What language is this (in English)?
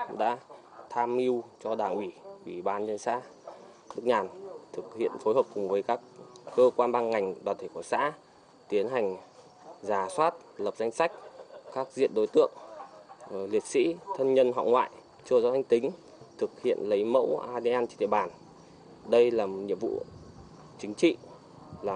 Vietnamese